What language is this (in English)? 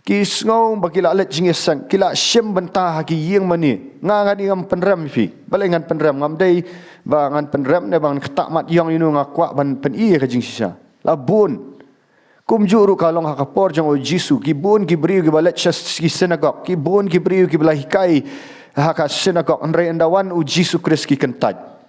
Khasi